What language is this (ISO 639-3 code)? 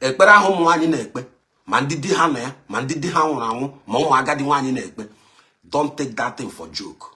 ibo